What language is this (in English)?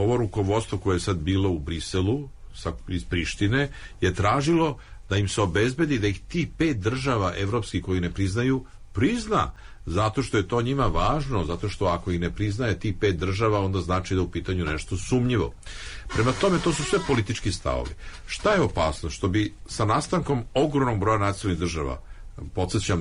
Serbian